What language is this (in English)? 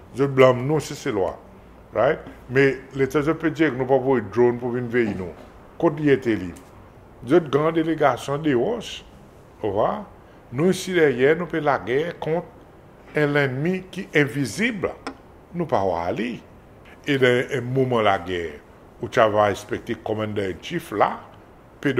Seselwa Creole French